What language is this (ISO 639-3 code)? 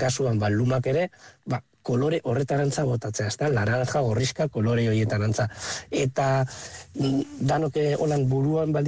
eus